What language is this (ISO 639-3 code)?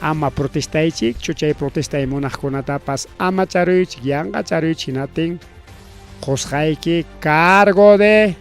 quy